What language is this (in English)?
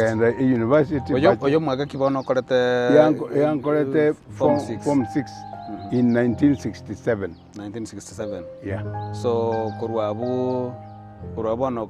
Gusii